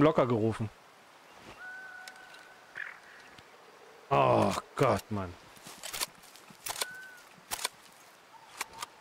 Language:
German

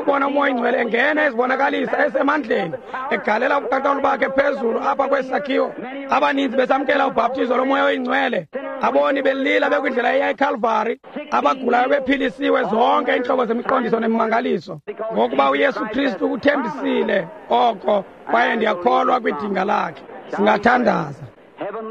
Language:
Xhosa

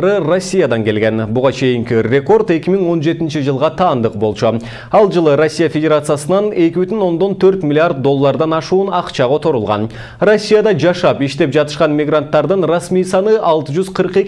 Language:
Kyrgyz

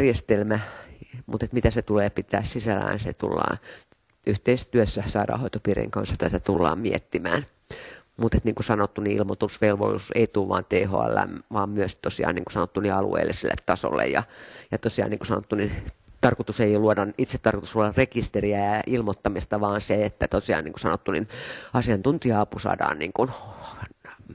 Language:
Finnish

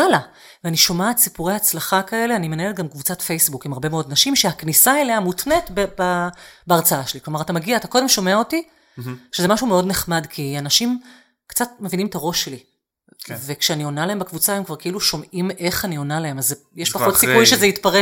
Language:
Hebrew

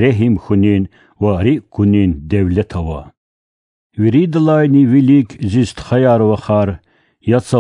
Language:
Lezghian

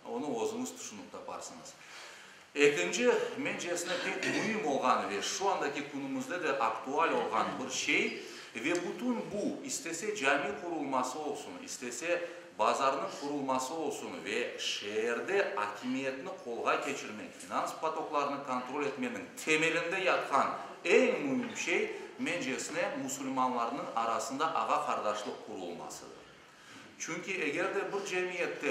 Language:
Crimean Tatar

